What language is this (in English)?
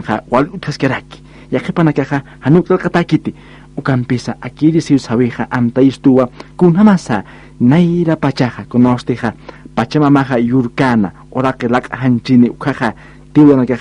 Aymara